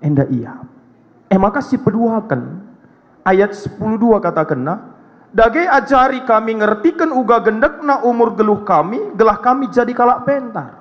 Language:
Batak Karo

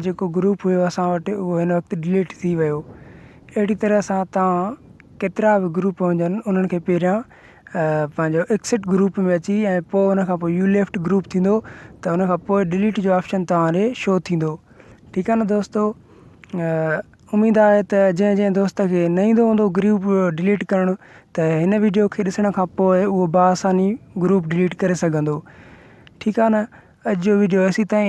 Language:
Sindhi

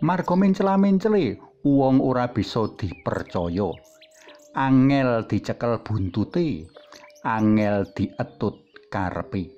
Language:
Javanese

